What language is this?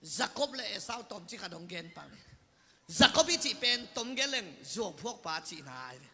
Tedim Chin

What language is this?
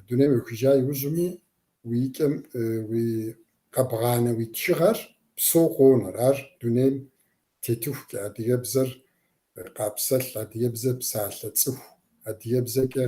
Kabardian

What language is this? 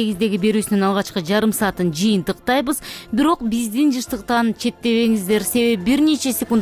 Kyrgyz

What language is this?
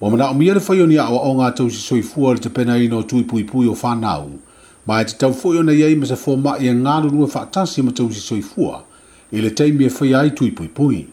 Samoan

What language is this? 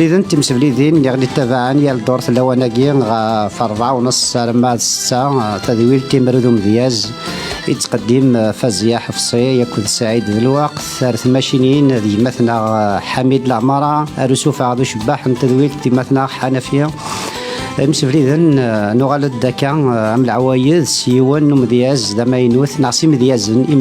Kabyle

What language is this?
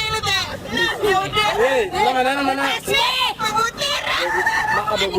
Banjar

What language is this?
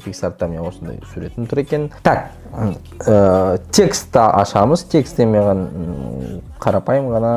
Kazakh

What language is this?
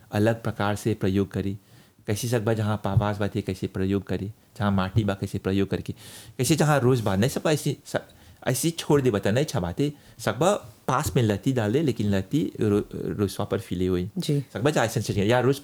Bhojpuri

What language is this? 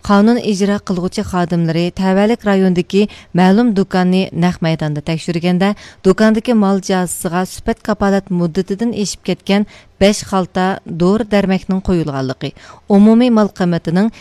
Uyghur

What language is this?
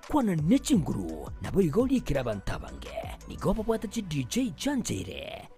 Gusii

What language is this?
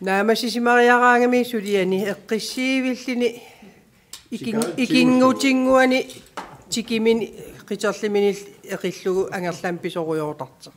Kalaallisut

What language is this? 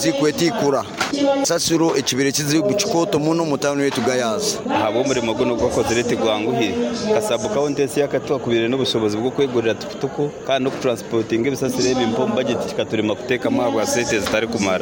Nyoro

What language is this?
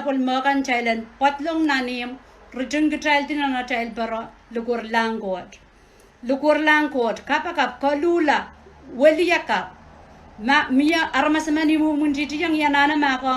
Pohnpeian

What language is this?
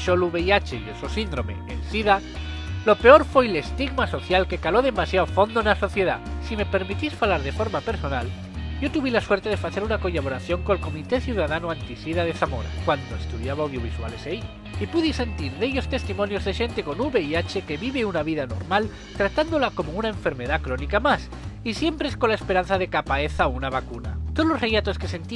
Asturian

